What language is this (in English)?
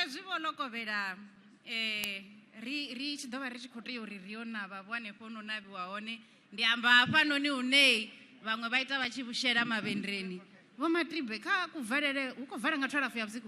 Venda